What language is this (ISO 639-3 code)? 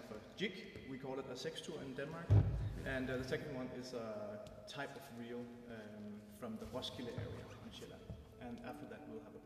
eng